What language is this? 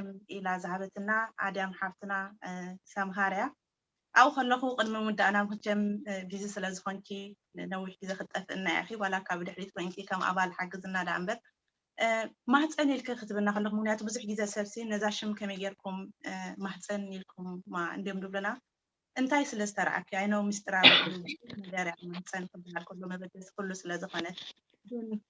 Tigrinya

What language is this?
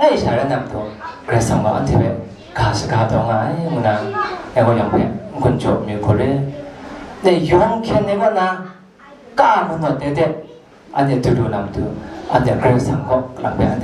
Kachin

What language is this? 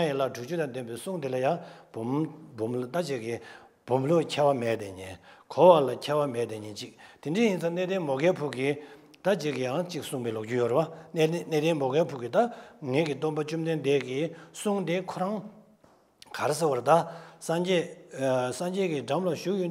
Tibetan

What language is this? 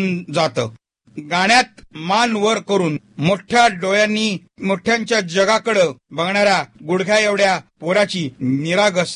Marathi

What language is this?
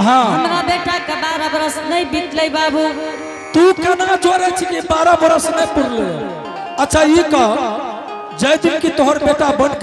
Angika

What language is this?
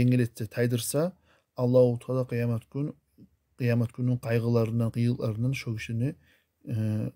Kumyk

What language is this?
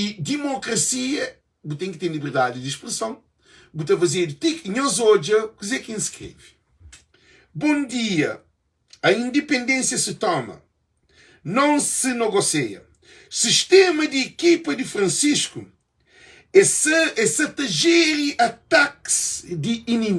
Kabuverdianu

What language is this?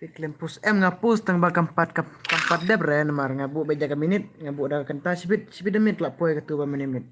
Khasi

